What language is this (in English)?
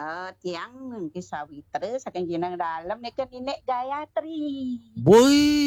Balinese